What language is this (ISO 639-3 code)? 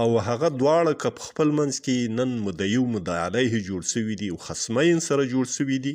pus